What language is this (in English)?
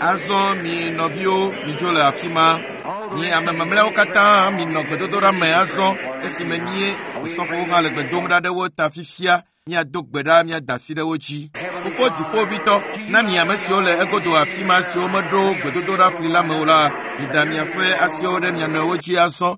Ewe